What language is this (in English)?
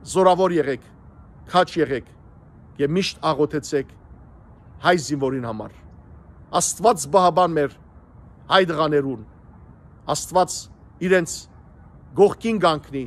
Western Armenian